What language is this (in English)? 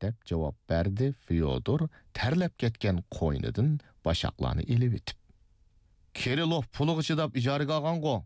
Uyghur